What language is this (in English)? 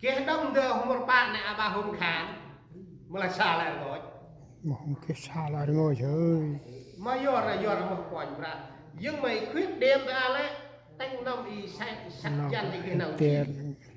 Central Mnong